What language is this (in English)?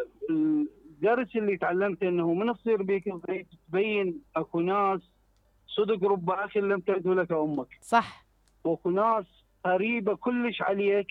Mesopotamian Arabic